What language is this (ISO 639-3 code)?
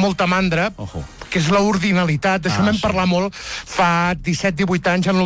cat